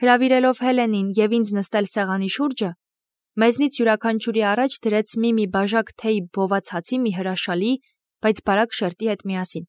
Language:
Armenian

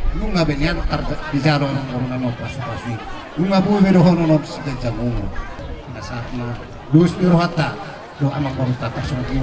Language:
Batak Toba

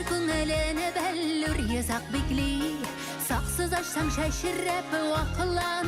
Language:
Bashkir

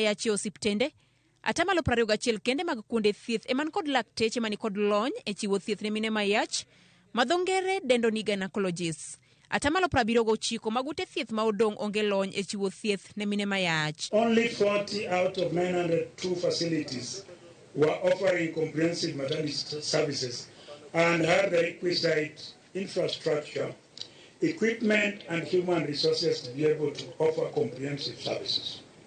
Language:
Luo (Kenya and Tanzania)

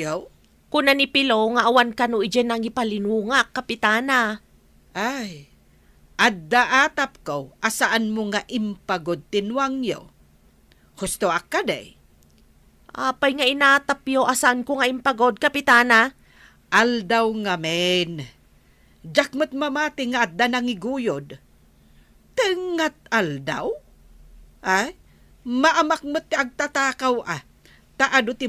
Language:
Iloko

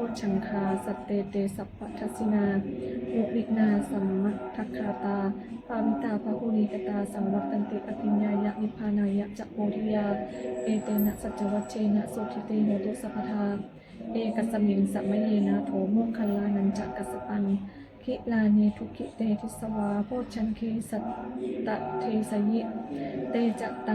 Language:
Pali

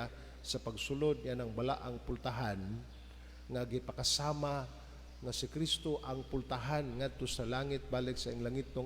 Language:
Cebuano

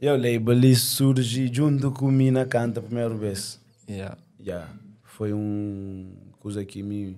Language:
Kabuverdianu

